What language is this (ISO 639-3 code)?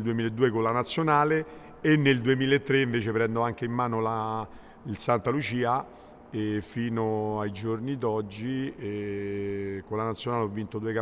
ita